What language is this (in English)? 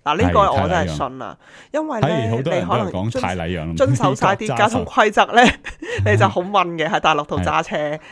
Cantonese